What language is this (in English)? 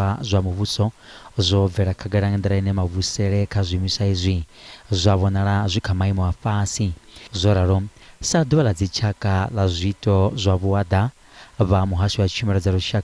Venda